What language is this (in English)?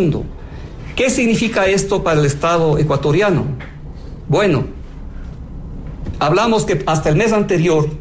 Spanish